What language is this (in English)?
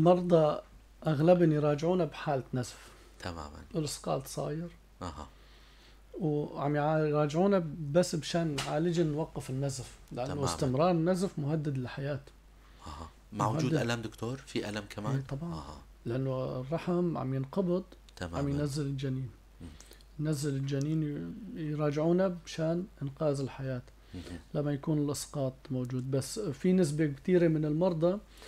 North Levantine Arabic